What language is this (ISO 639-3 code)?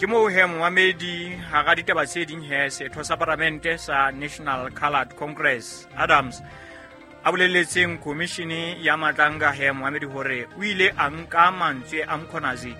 sot